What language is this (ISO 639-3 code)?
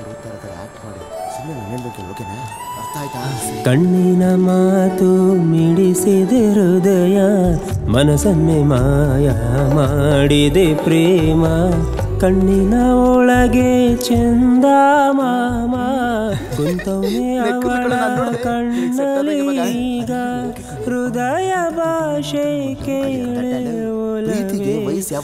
kan